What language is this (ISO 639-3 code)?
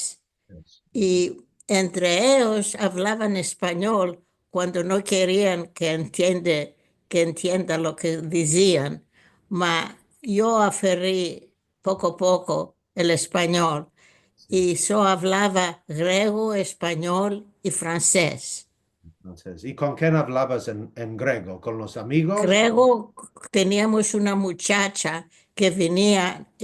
lad